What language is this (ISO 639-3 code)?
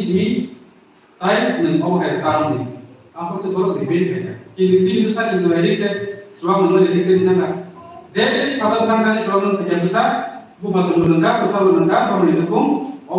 trp